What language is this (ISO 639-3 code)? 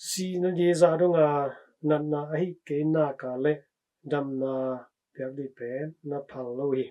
ctd